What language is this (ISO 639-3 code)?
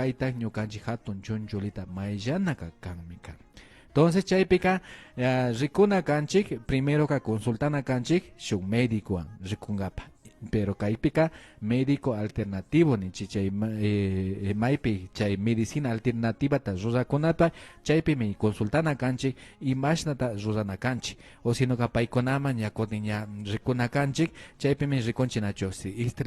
qvi